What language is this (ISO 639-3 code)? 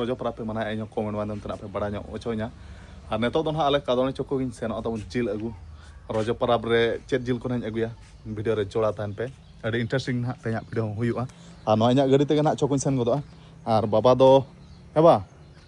sat